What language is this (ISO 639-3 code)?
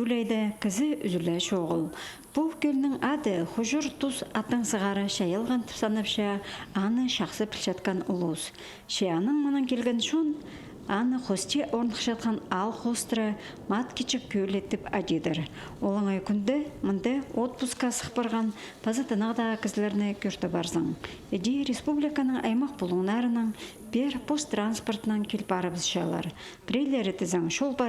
kjh